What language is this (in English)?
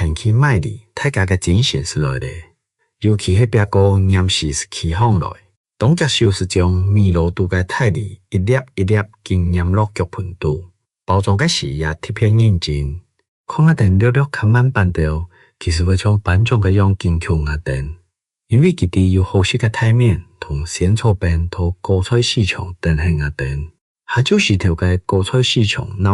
Hakka Chinese